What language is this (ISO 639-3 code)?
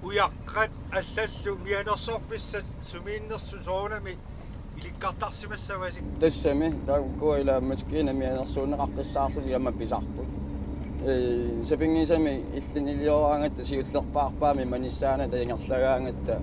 kal